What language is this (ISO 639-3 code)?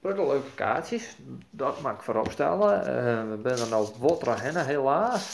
fry